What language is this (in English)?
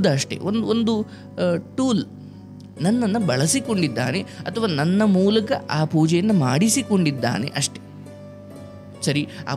Kannada